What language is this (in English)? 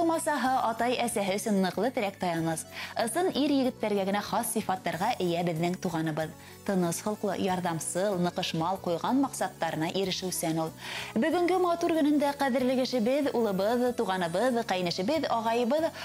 Bashkir